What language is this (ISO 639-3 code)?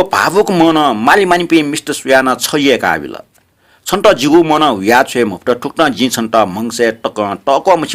new